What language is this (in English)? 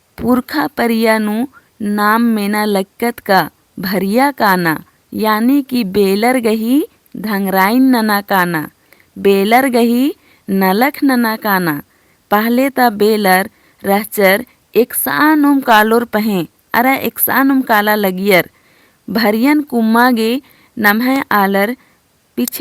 Kurukh